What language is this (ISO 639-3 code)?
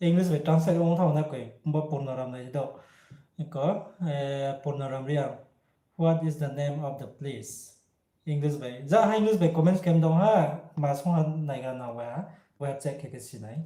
ria